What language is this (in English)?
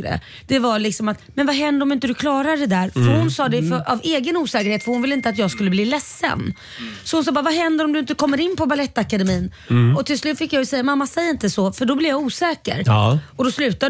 Swedish